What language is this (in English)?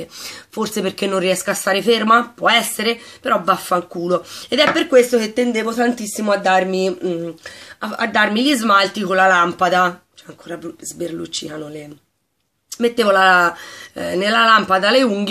Italian